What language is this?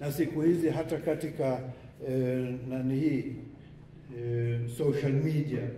Swahili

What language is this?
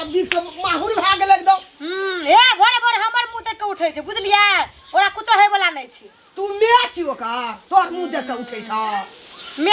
Maithili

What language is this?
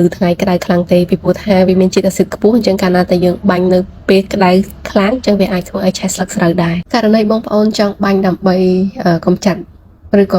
Khmer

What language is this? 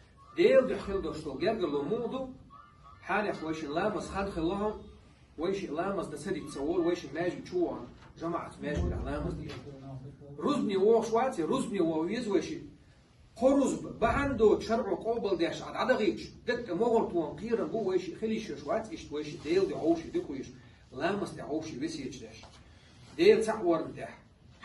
Chechen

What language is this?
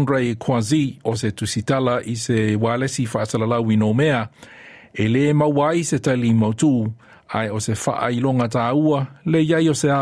Samoan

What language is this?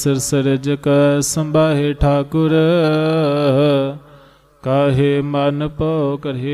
Punjabi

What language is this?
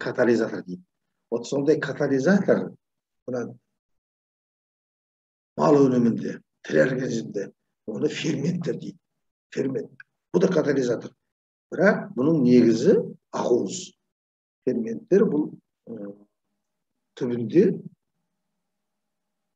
Kazakh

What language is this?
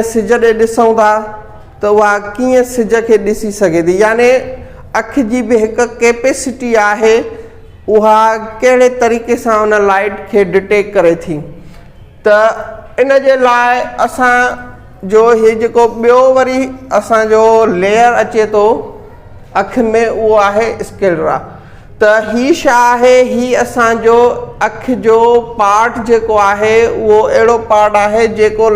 Sindhi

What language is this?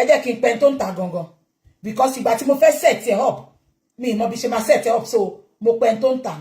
Yoruba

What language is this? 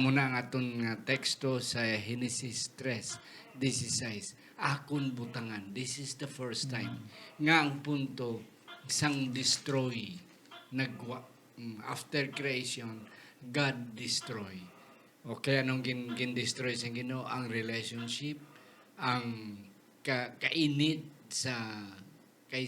Hiligaynon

